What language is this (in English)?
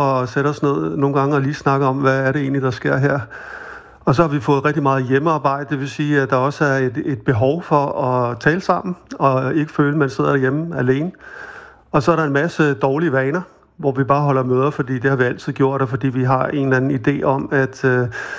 Danish